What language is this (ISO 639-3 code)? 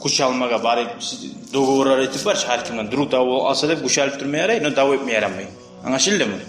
kum